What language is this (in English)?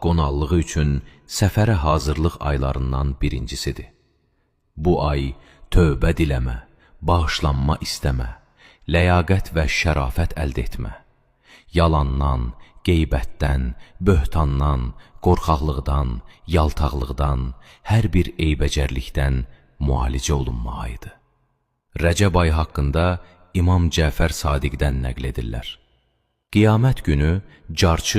Azerbaijani